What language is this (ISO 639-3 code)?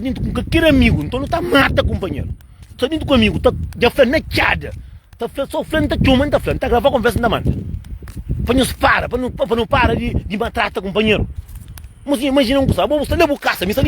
kea